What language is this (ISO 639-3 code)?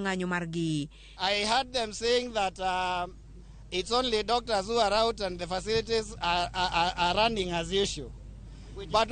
luo